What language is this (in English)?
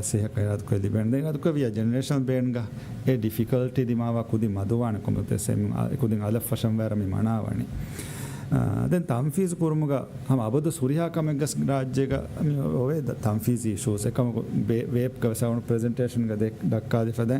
Divehi